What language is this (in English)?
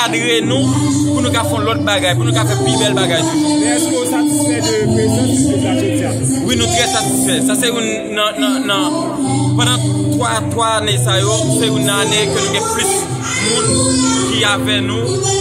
Haitian Creole